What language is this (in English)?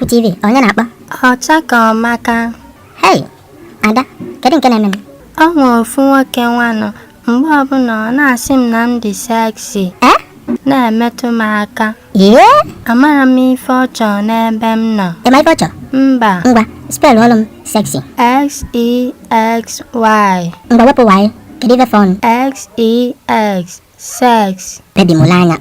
Igbo